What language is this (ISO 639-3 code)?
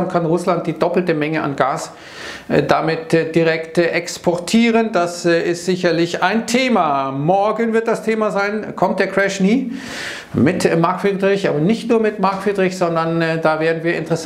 deu